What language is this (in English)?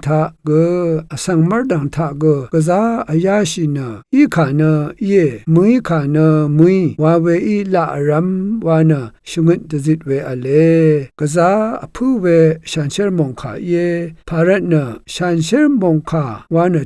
Rawang